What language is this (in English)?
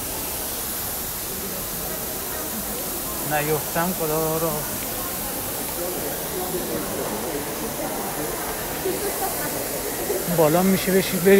Persian